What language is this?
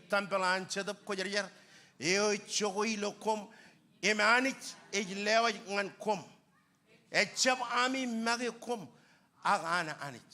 Marshallese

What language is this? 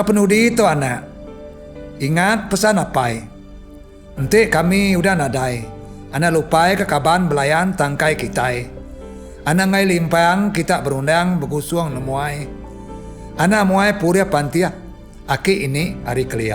Iban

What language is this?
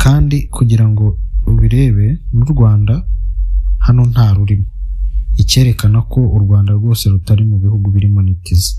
Kinyarwanda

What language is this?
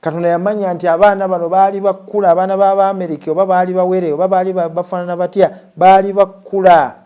Ganda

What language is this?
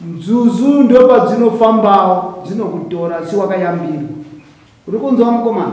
Shona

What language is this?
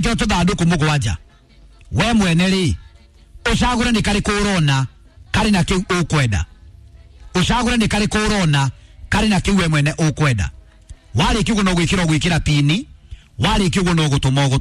Kikuyu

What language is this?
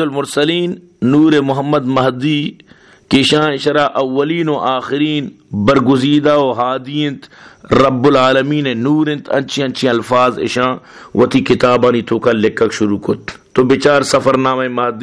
Baluchi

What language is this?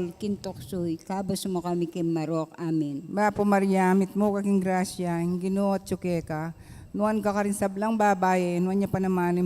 Pampanga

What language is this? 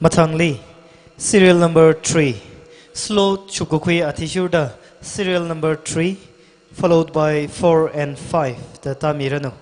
Tangkhul Naga (India)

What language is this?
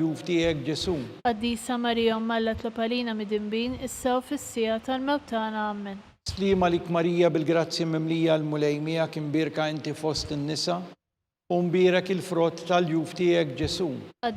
Maltese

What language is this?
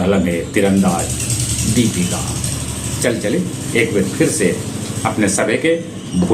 Magahi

